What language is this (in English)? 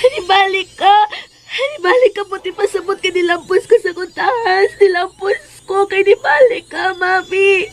Cebuano